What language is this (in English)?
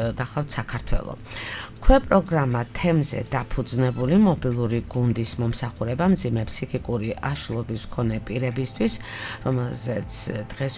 Georgian